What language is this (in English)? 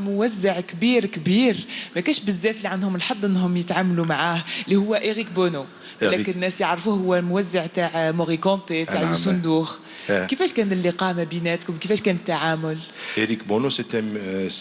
Algerian Arabic